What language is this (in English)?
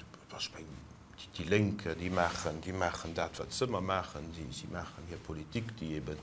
Luxembourgish